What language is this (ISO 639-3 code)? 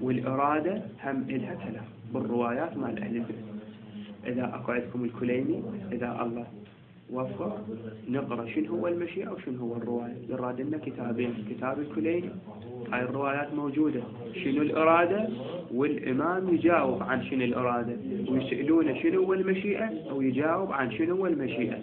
acm